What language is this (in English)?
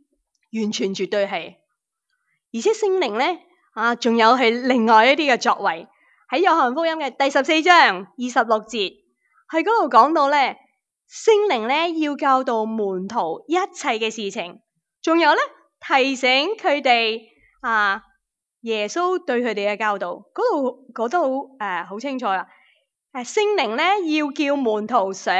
Cantonese